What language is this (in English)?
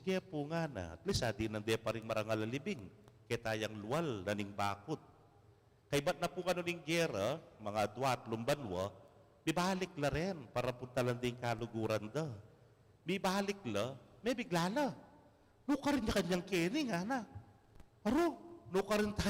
Pampanga